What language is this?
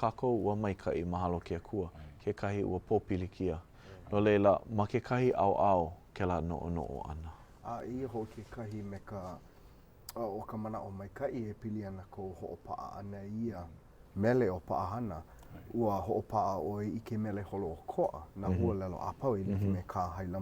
Hawaiian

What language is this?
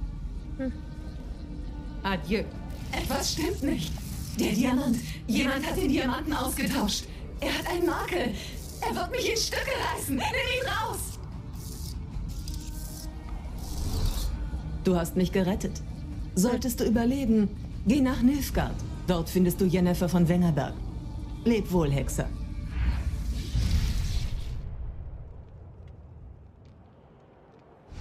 German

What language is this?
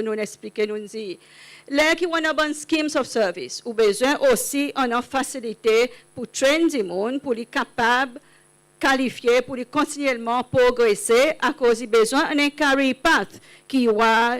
Seselwa Creole French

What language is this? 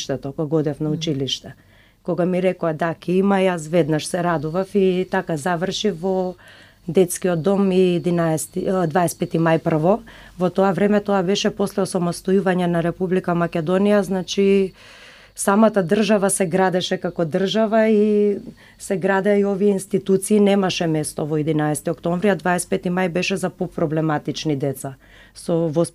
Macedonian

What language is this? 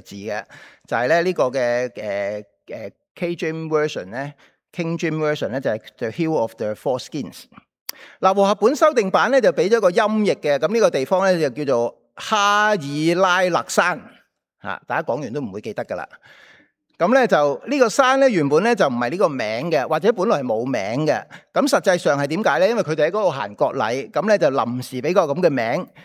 Cantonese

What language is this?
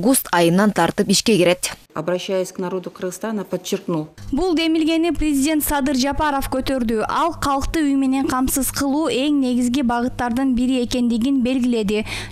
Kyrgyz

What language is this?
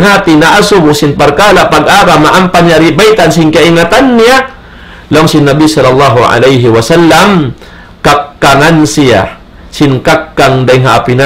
Tausug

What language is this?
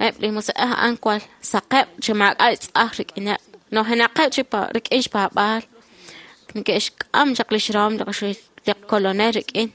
Kekchí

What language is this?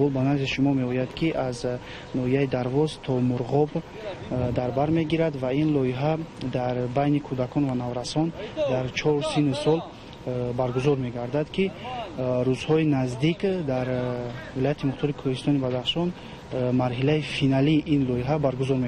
Tajik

